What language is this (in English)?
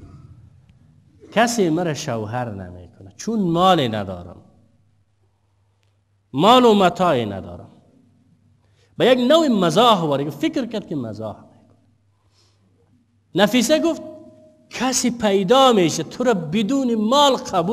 Persian